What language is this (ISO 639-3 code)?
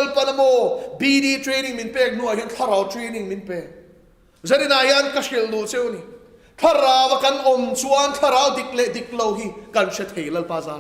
lus